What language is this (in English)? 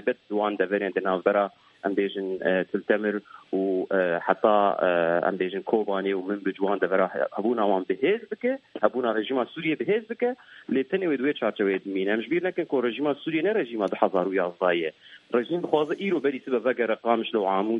Kurdish